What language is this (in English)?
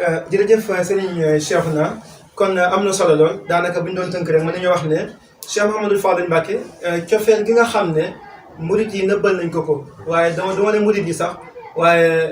Wolof